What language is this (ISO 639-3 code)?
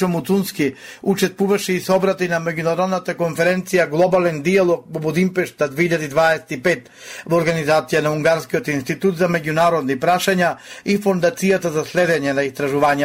mkd